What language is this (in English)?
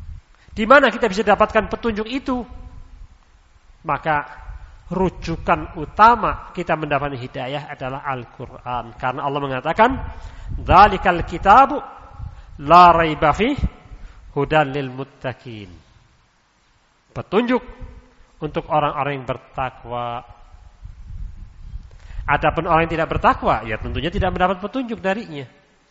Indonesian